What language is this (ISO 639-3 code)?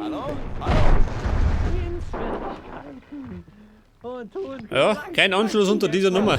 bar